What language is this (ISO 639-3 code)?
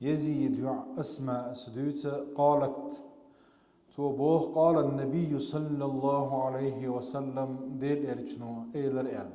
che